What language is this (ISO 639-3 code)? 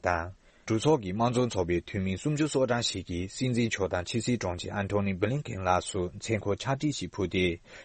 bod